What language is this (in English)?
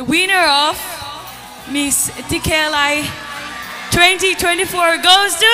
Tangkhul Naga (India)